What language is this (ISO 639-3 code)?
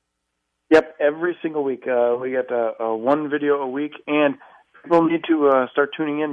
eng